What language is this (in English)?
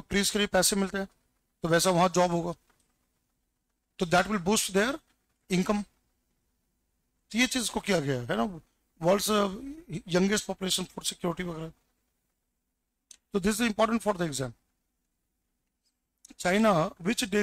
Hindi